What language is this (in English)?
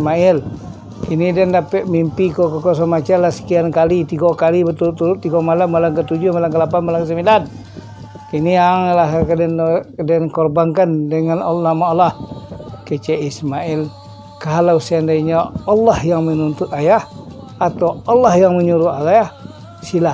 Minangkabau